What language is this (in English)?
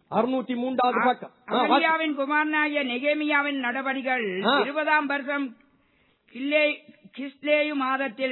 Tamil